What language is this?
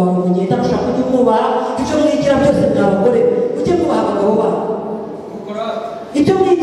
Kinyarwanda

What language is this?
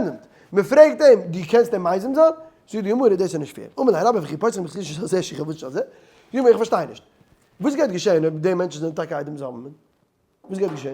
Yiddish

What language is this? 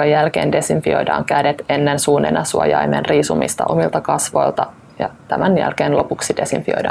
Finnish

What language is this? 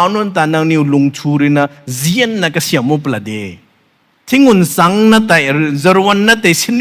Rongmei Naga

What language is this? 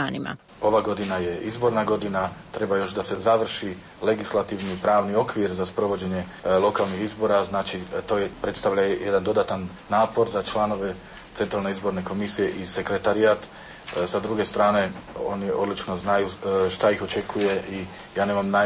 Croatian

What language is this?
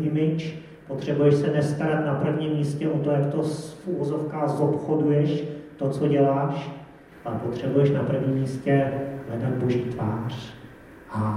Czech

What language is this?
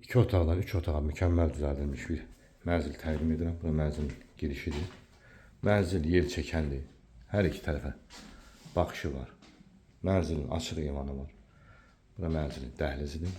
Azerbaijani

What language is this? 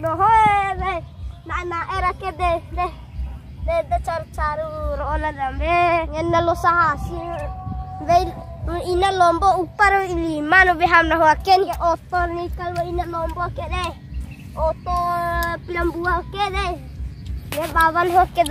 Bima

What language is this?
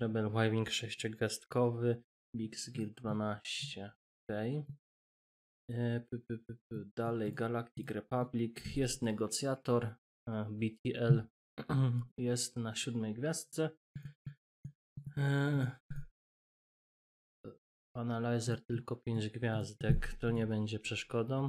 Polish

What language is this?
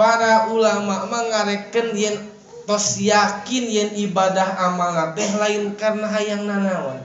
Sundanese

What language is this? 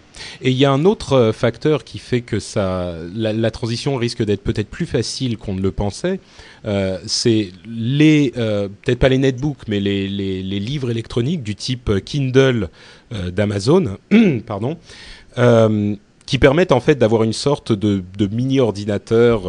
French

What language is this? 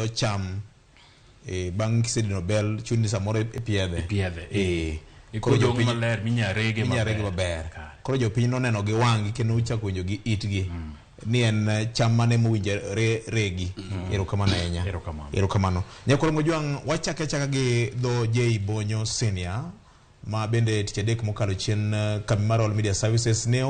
Luo (Kenya and Tanzania)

